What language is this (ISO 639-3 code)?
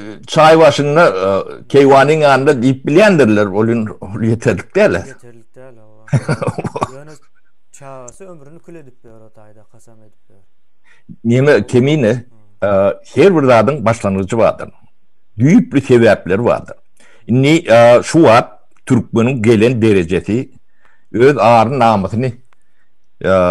tuk